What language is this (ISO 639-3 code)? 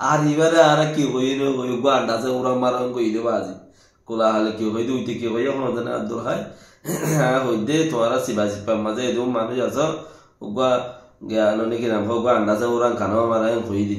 rhg